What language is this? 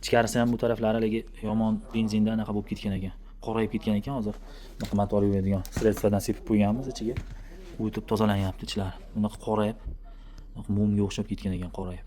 Uzbek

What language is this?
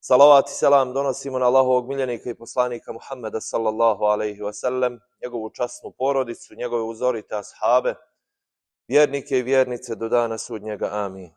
Bosnian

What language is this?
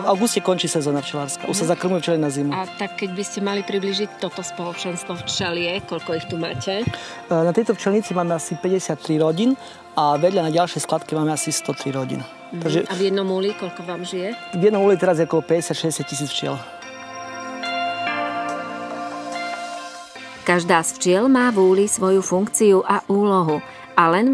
Slovak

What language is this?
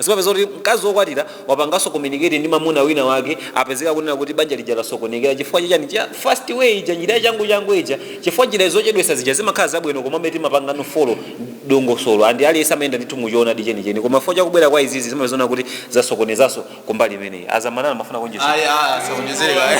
Nyanja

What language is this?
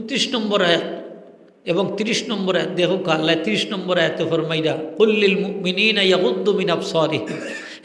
Sylheti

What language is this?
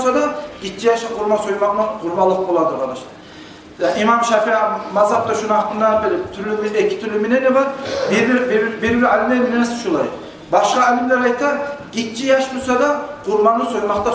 Kumyk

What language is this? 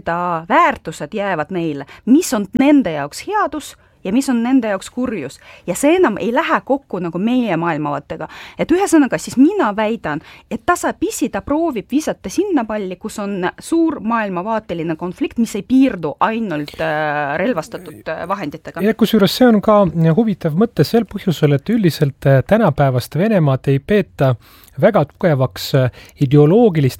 Estonian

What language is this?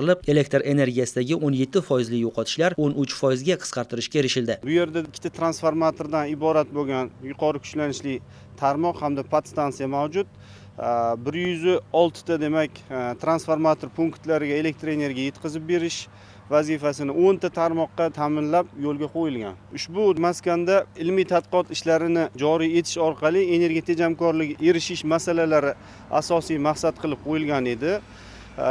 Uzbek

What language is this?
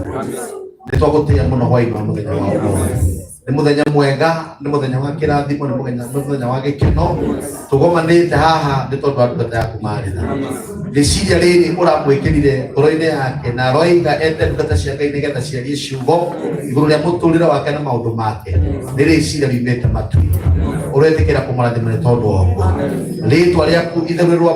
Kikuyu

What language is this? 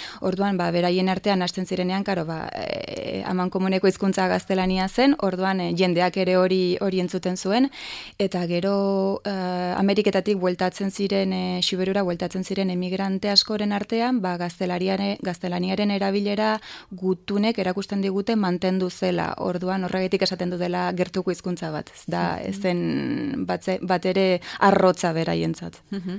Basque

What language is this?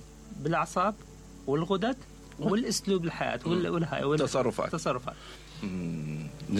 Mesopotamian Arabic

